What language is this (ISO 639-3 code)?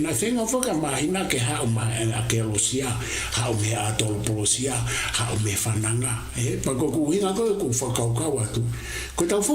ton